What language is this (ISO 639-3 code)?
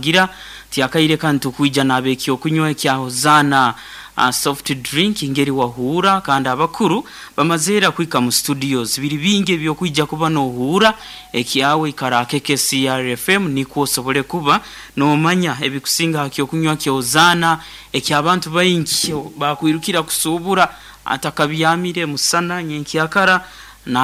nyn